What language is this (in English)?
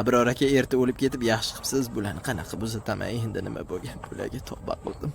Uzbek